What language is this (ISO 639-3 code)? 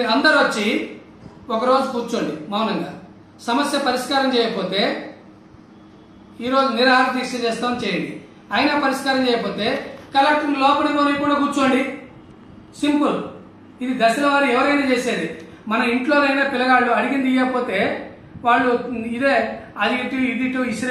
tel